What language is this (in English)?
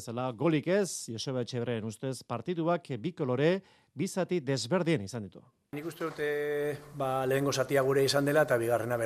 Basque